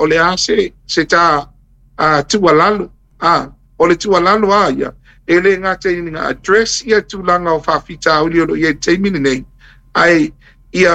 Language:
Samoan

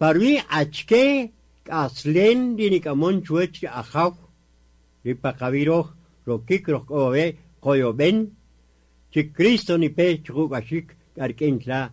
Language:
Kaqchikel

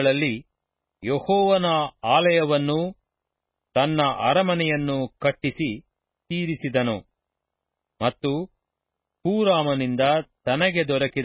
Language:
Kannada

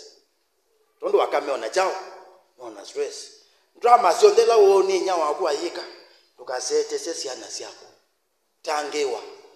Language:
Kamba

